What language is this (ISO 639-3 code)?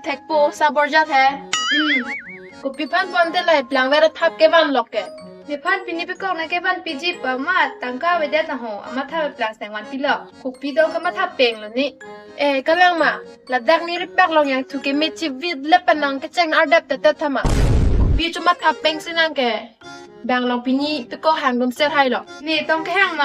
mjw